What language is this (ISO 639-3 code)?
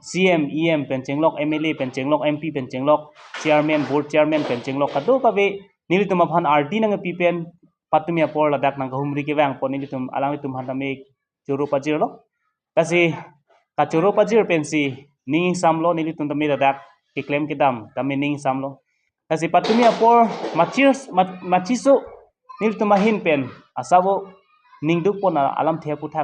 mjw